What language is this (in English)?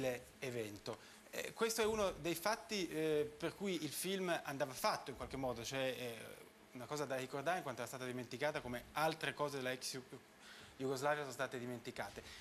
Italian